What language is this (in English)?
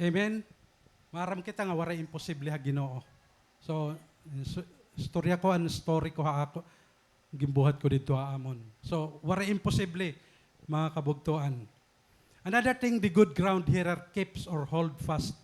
Waray